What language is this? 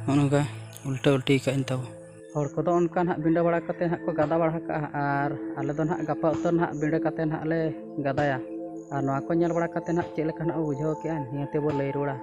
Santali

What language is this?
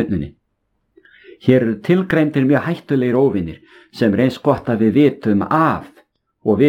Icelandic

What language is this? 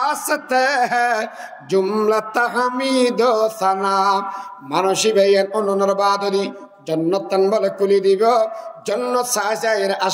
Rohingya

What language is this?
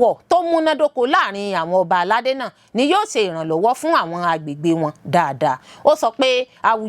Yoruba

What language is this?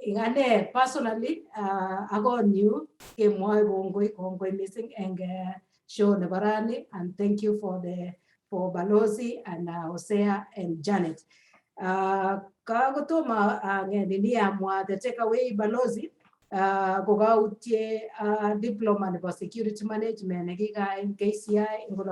Kalenjin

